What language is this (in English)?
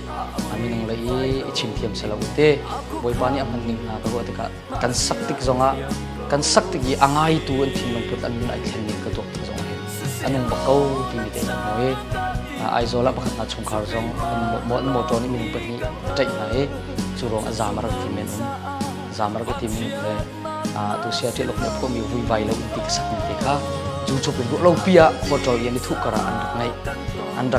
Hakha Chin